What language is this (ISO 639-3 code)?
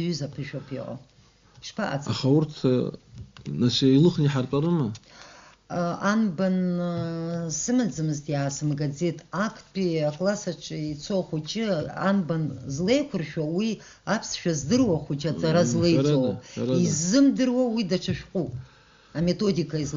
abk